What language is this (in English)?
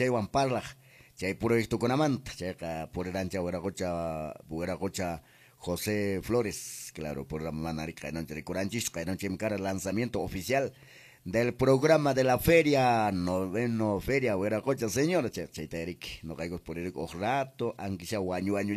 Quechua